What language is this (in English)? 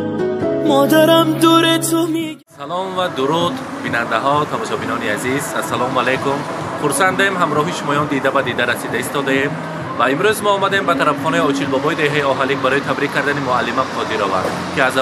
Tajik